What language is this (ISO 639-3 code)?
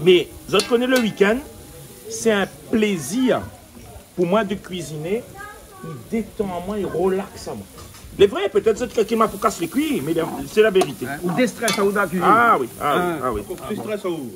rcf